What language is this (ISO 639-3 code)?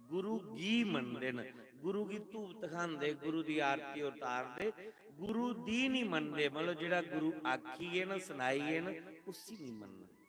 doi